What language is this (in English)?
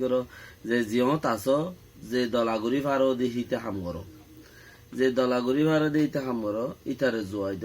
Rohingya